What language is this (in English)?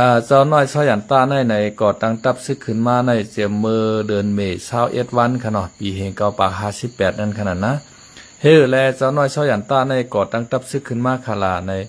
Shan